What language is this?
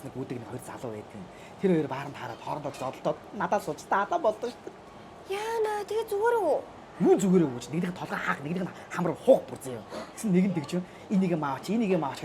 Mongolian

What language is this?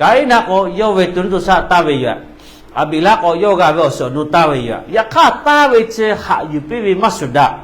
Lahu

